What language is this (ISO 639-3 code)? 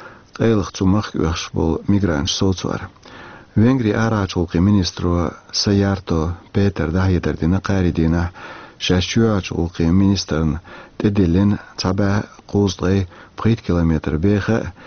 che